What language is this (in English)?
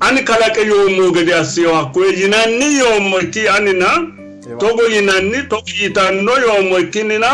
Sidamo